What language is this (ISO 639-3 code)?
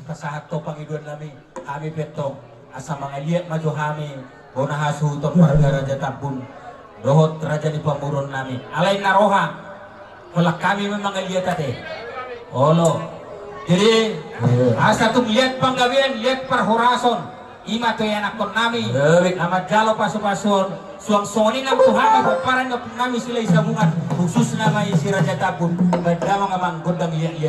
bbc